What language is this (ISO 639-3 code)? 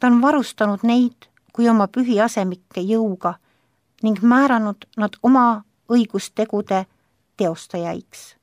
est